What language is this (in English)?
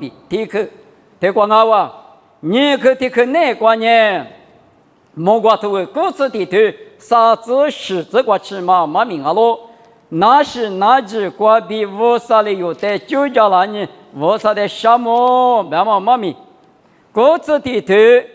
Lisu